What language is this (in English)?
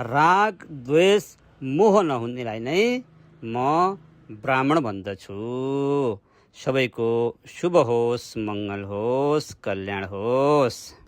Nepali